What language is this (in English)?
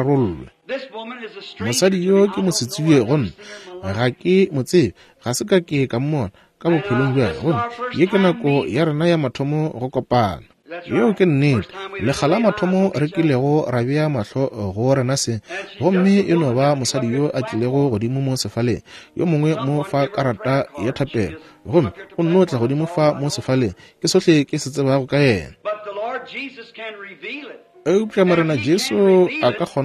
Northern Sotho